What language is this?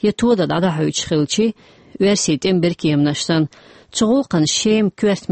Chechen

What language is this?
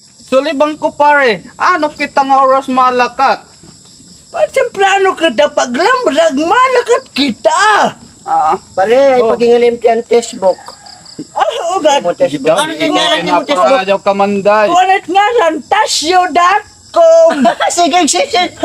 Waray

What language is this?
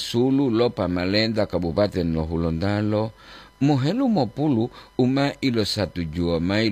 Gorontalo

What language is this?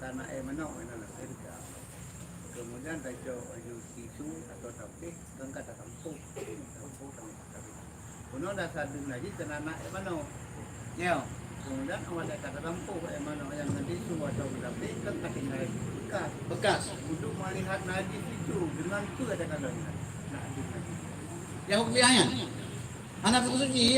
Achinese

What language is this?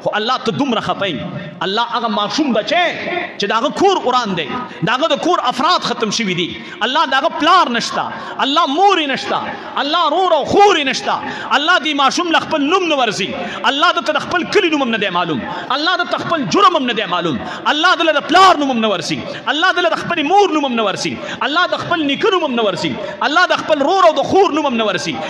Pashto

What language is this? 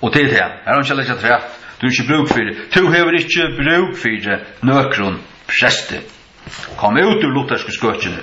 Faroese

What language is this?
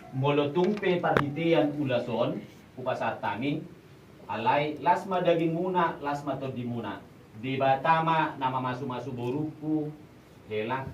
Batak Toba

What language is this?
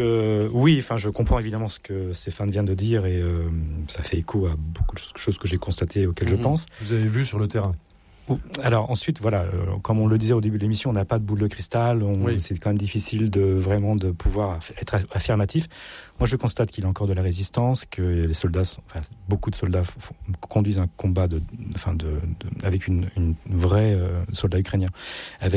French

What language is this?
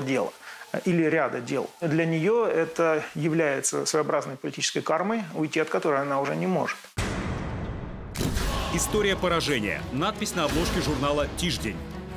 Russian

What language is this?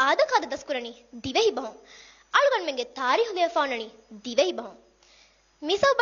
Divehi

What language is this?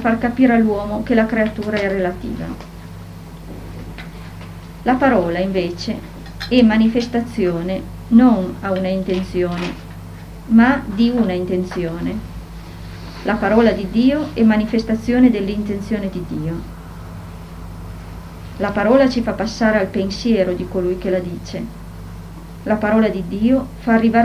Italian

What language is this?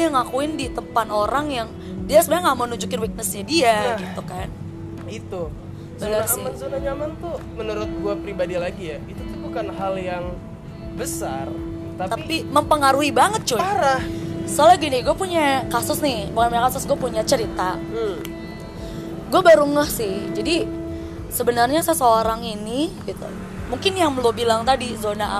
Indonesian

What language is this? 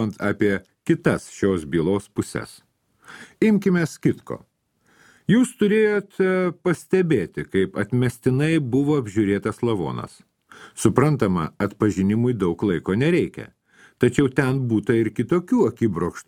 Lithuanian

